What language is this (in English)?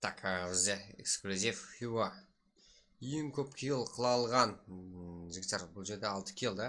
Kara-Kalpak